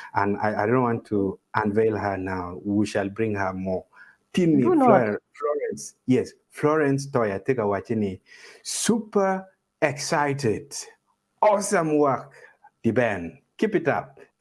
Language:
Acoli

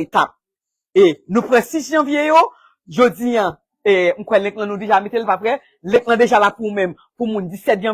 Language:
Haitian Creole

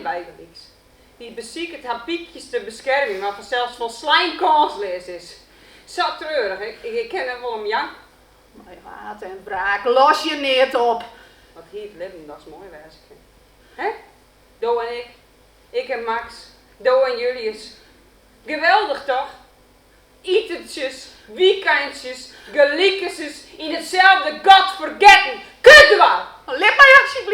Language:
Western Frisian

